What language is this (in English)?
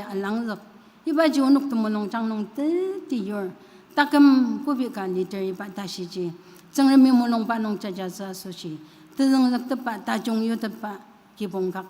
Ao Naga